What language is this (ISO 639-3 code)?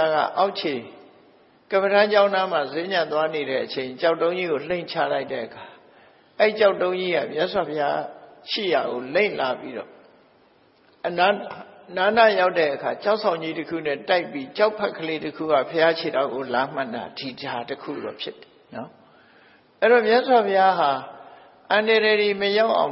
mya